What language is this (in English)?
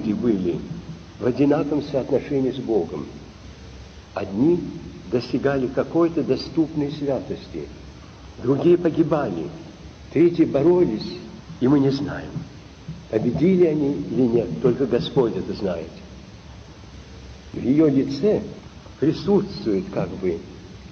Russian